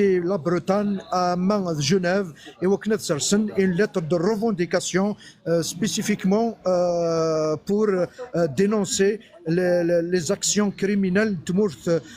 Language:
Kabyle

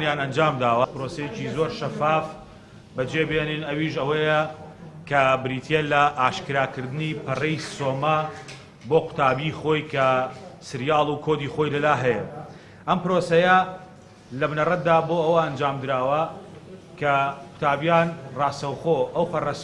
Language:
Central Kurdish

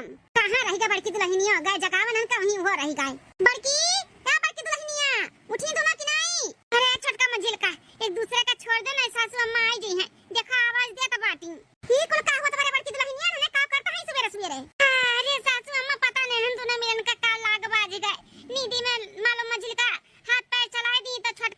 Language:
Awadhi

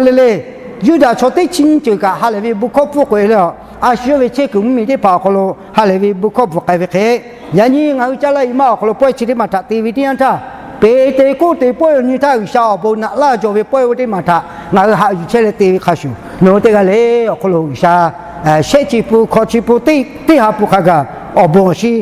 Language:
Lahu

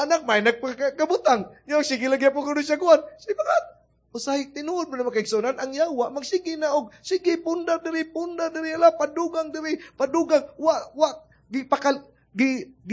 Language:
Cebuano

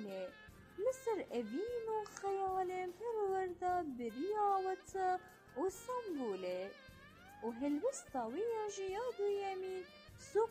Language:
Persian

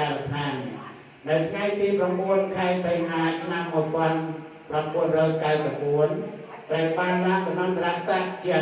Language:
Khmer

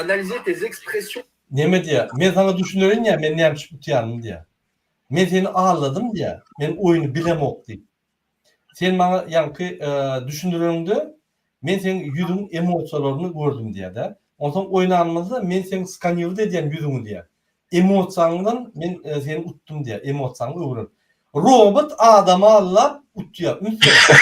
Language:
Turkmen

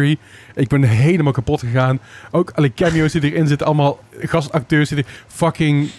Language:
Dutch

